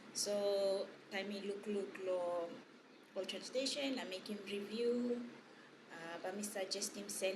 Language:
Tok Pisin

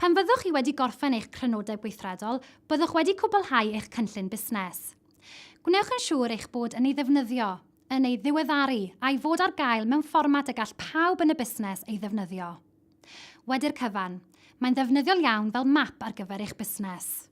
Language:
Welsh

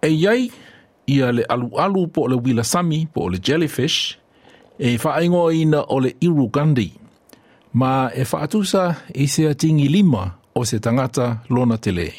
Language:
Samoan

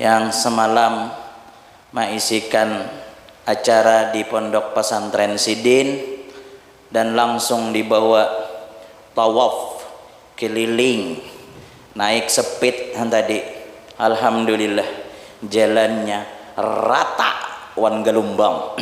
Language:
Banjar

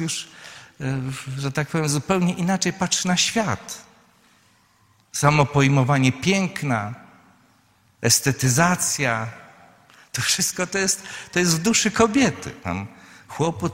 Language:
Polish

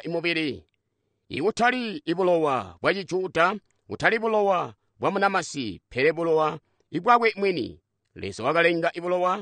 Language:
Tonga (Zambia)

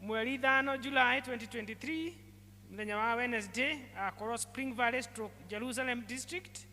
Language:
Kikuyu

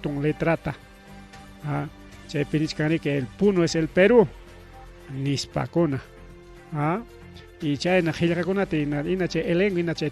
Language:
Ayacucho Quechua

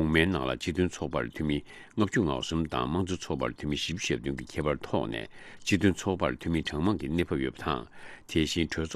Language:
Tibetan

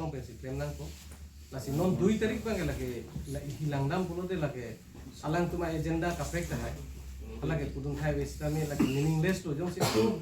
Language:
Karbi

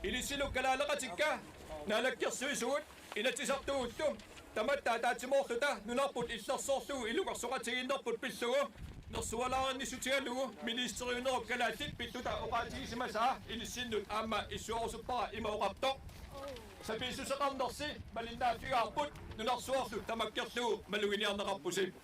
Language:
Kalaallisut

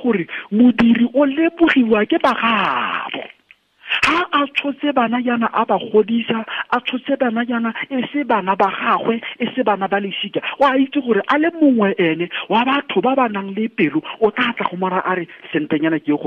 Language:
Tswana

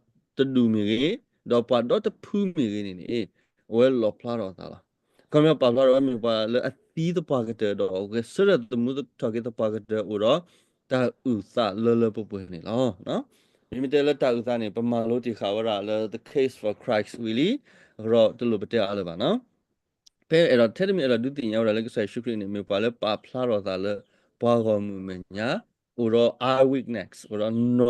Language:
S'gaw Karen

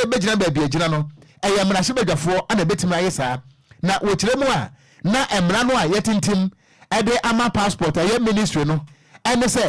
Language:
Akan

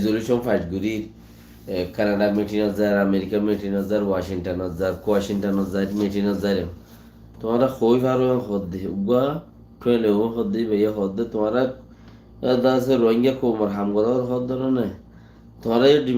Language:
Rohingya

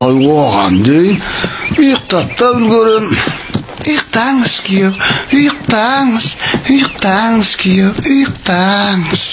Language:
Kazakh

